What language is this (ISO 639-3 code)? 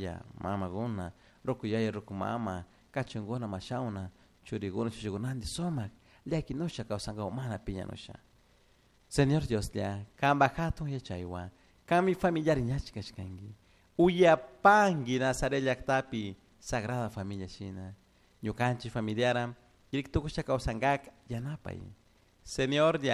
qug